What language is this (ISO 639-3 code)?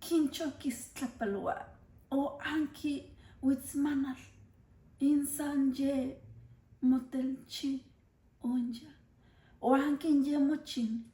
nci